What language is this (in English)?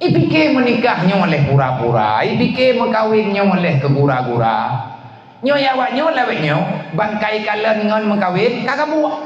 Achinese